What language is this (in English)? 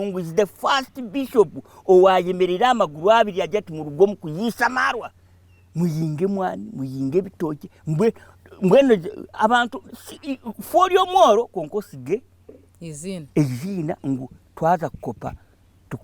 Nyankole